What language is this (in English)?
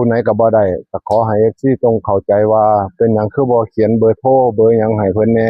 Northeastern Thai